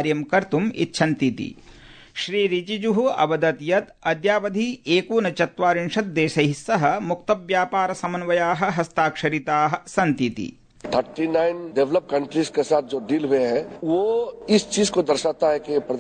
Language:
Sanskrit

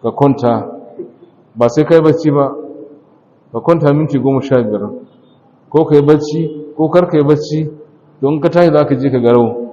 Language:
Hausa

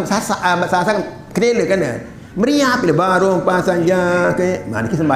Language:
Sasak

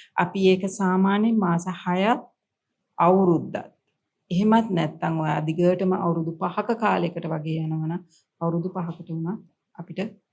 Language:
Sinhala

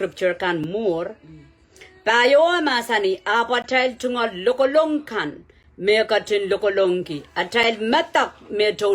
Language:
Pohnpeian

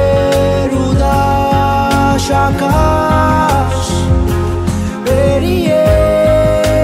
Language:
Bangla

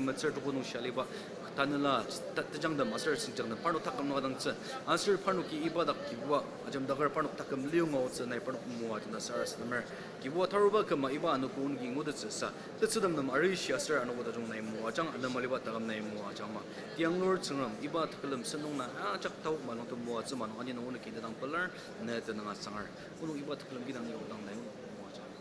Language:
Ao Naga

